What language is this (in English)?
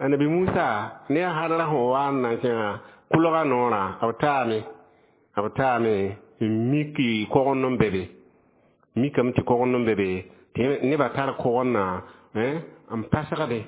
Mossi